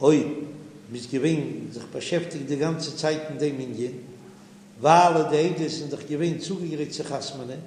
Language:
Yiddish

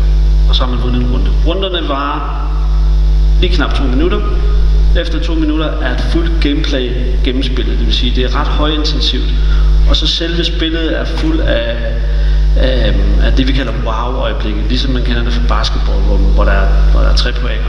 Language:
Danish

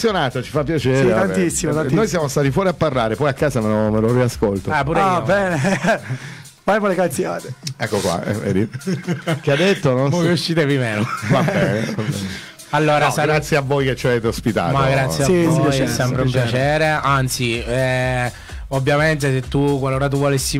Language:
Italian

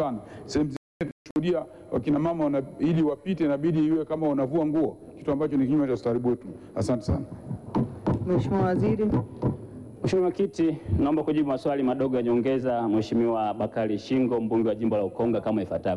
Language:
Swahili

